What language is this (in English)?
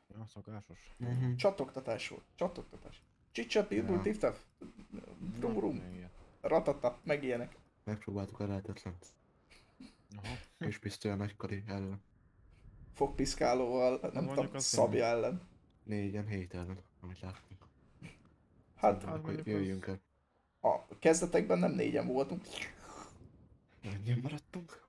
Hungarian